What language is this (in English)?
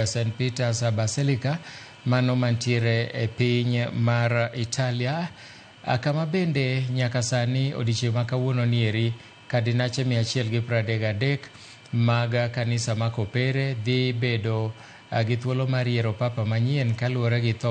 Luo (Kenya and Tanzania)